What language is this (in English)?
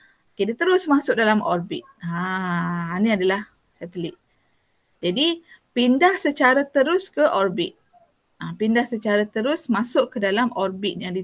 Malay